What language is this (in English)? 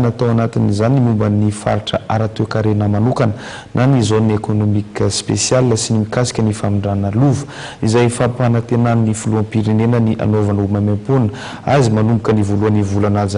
Malagasy